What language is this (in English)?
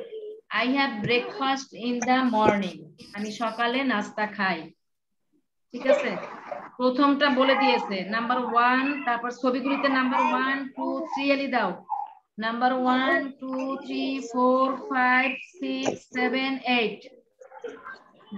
Bangla